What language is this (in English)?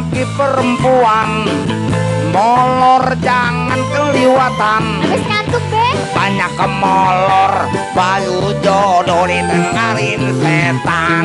Betawi